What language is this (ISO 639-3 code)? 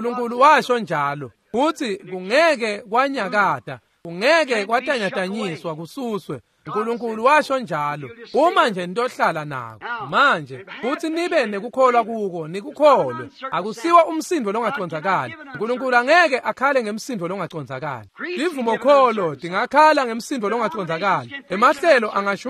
ssw